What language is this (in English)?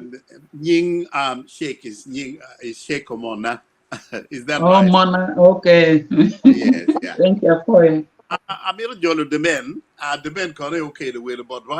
Acoli